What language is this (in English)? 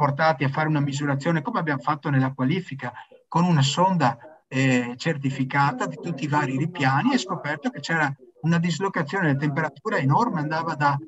Italian